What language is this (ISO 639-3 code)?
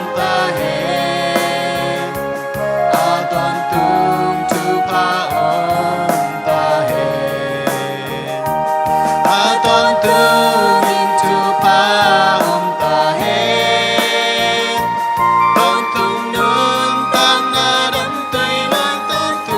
ctd